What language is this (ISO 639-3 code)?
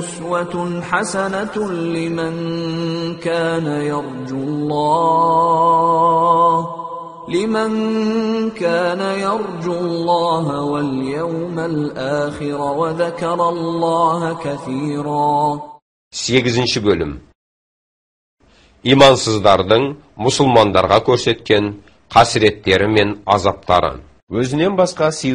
kaz